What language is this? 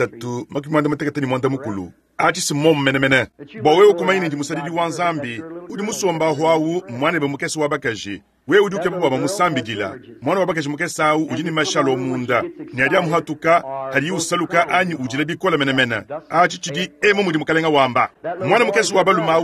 Luba-Lulua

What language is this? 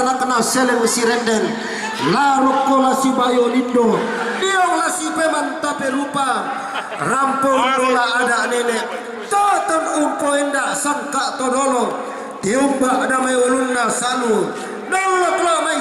Toraja-Sa'dan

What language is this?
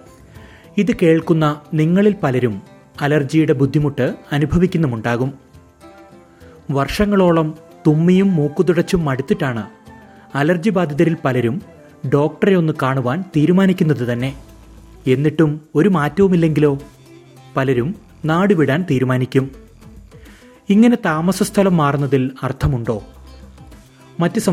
Malayalam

